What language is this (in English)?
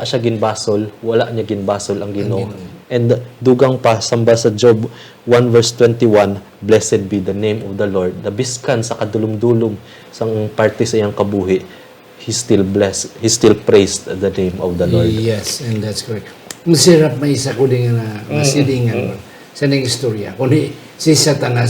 Hiligaynon